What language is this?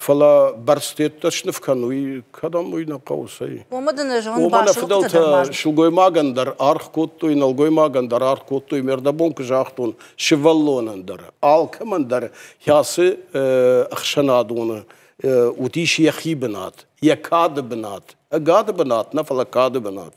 Ossetic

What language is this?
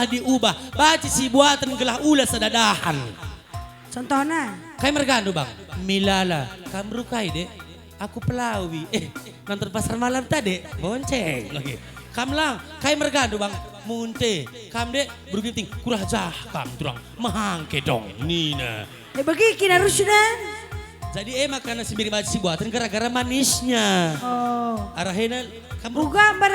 Batak Karo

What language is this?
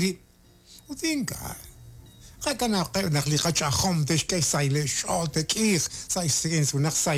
Kekchí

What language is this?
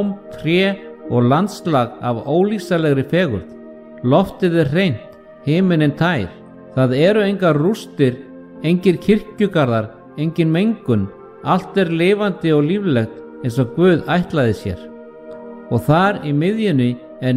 Icelandic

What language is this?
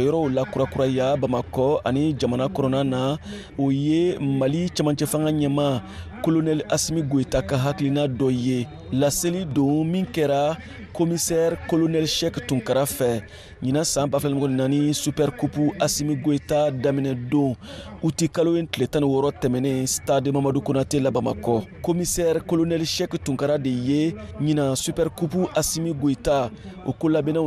Bambara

